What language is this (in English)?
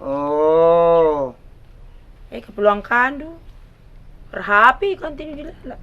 Batak Karo